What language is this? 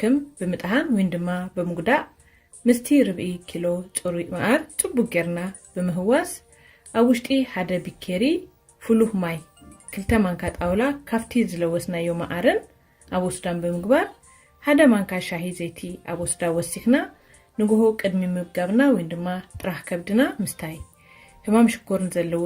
Tigrinya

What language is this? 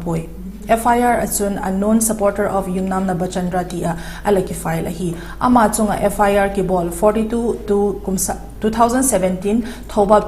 Vaiphei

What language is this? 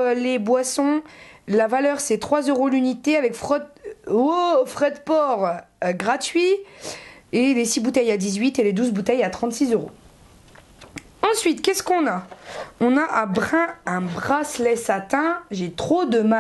French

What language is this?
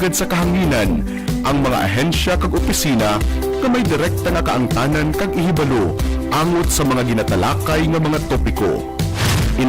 Hiligaynon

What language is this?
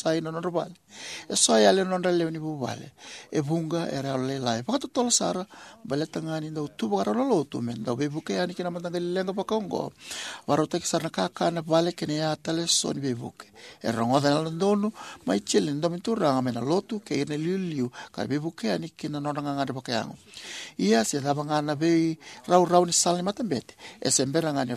Fijian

